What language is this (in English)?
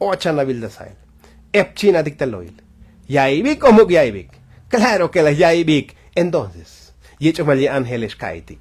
Tzotzil